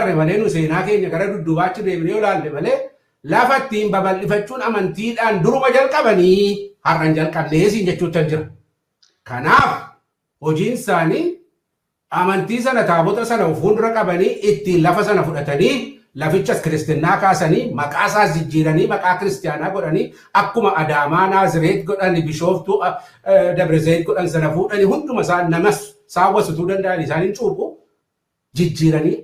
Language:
Oromo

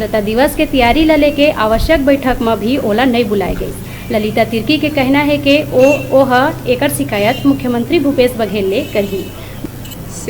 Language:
Chhattisgarhi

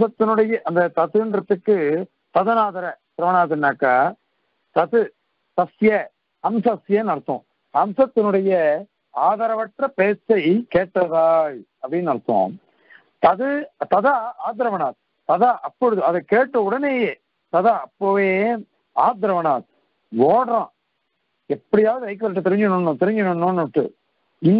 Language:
Tamil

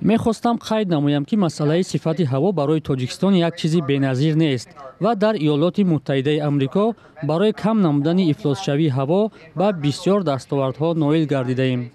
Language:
Tajik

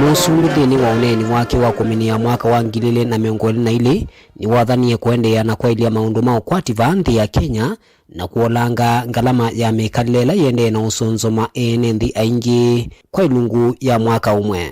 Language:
Kamba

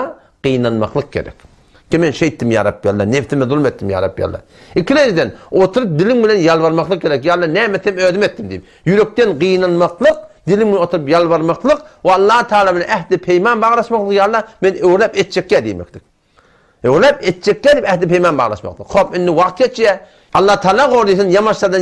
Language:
Turkmen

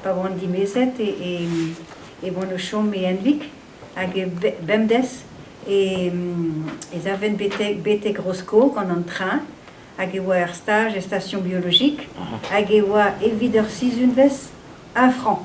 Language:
Breton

